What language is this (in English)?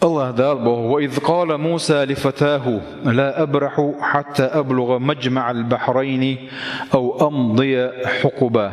Chechen